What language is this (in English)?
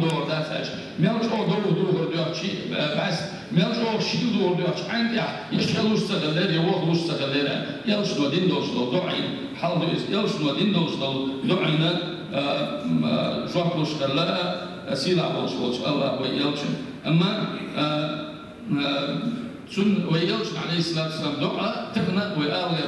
Chechen